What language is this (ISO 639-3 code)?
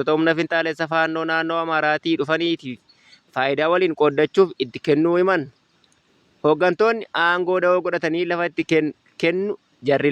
orm